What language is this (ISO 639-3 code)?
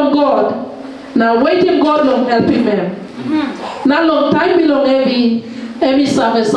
tpi